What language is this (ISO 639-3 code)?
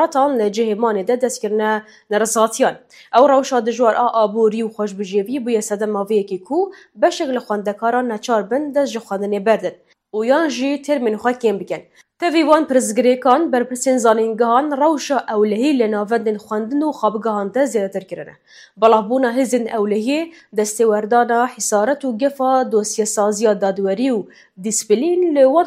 kur